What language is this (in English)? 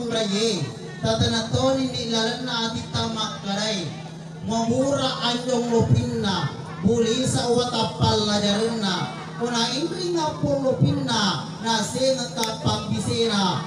Buginese